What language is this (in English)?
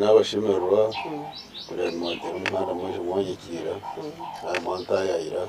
Nyankole